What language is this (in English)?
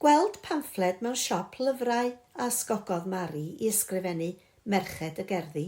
Welsh